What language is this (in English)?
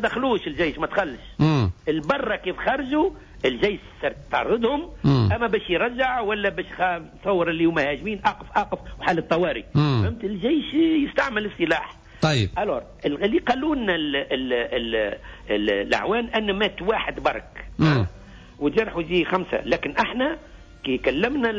Tunisian Arabic